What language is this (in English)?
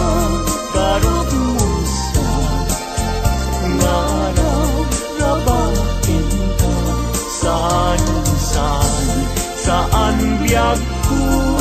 Iloko